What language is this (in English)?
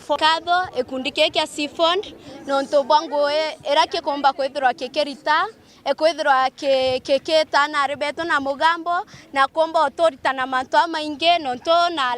Meru